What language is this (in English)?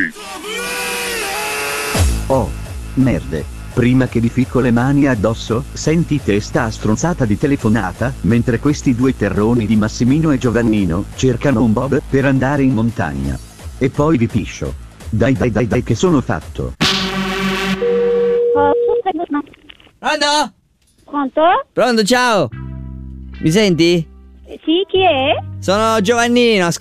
Italian